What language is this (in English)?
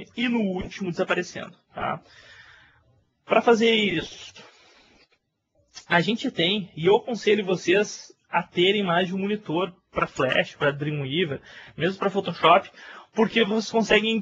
Portuguese